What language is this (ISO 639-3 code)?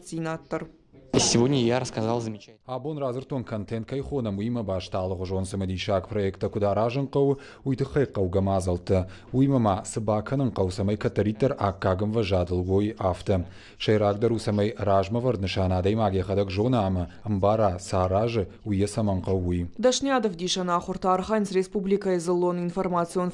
oss